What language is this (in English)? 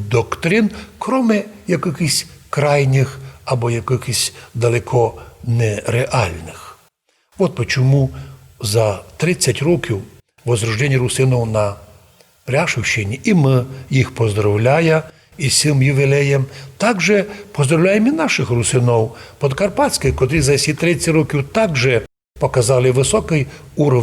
Rusyn